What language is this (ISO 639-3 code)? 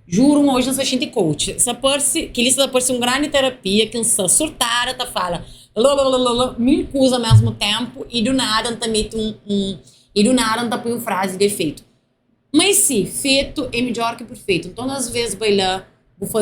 kea